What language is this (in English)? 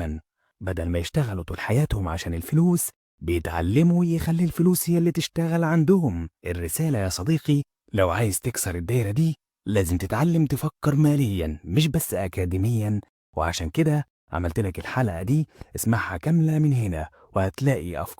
Egyptian Arabic